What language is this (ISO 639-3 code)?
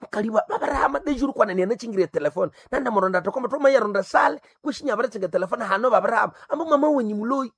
nnb